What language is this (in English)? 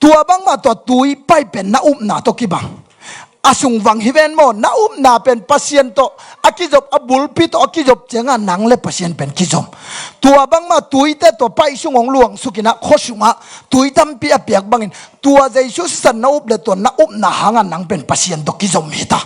Tedim Chin